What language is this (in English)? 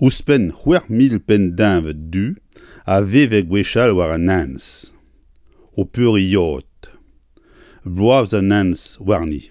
Breton